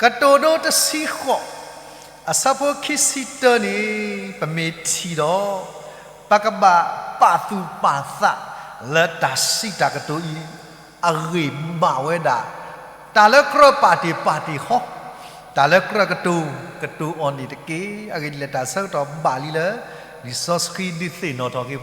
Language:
S'gaw Karen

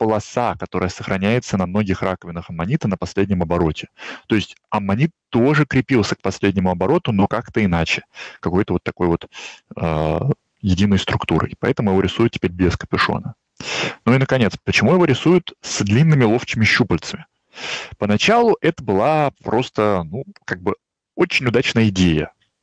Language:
Russian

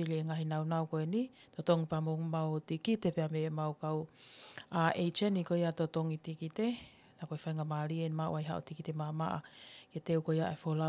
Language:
Tongan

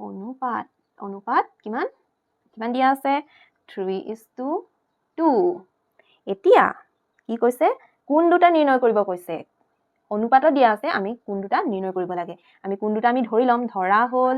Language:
Assamese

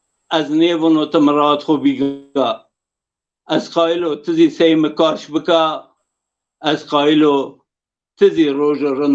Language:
Zaza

